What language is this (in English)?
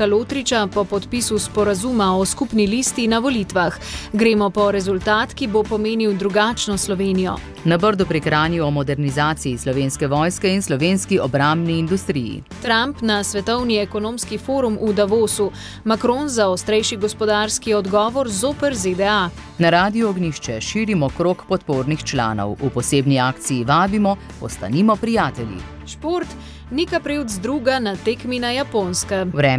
Slovenian